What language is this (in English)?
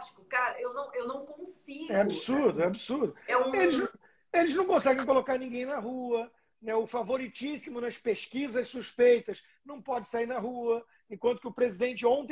Portuguese